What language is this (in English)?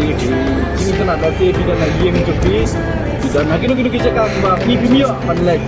Khasi